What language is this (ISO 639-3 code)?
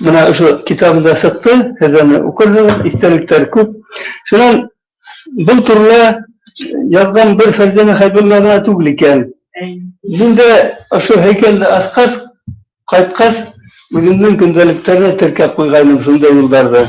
bak